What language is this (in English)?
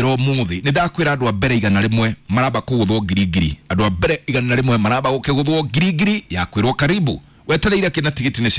Kikuyu